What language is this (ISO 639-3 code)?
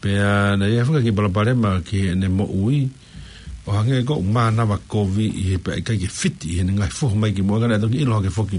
ton